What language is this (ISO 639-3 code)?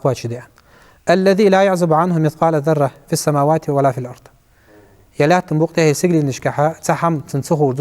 inh